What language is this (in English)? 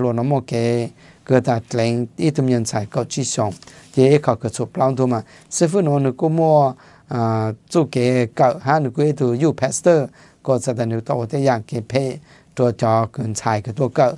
Thai